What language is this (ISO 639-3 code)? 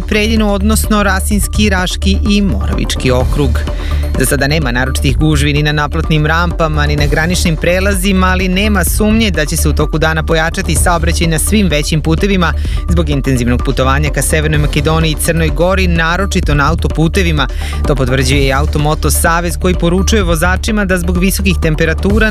srp